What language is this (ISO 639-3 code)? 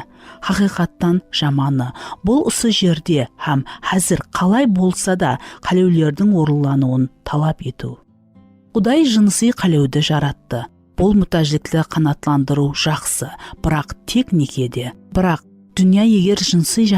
kaa